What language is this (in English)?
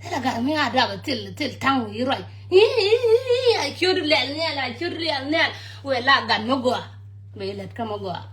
Nuer